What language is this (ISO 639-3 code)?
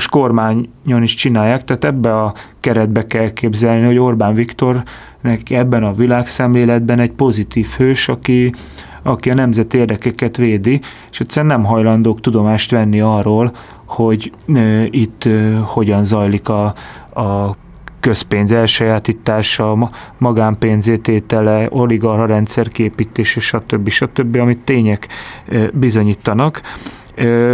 hun